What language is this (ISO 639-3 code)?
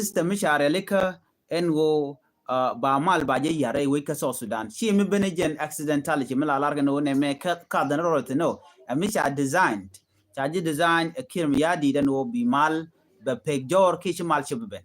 nus